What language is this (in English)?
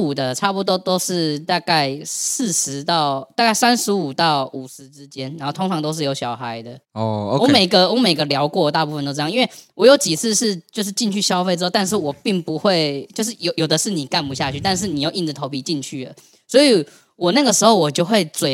Chinese